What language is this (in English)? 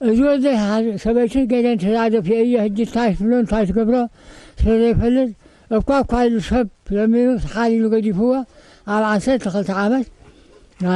Tigrinya